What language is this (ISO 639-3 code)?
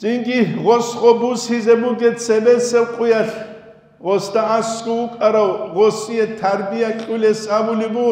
ava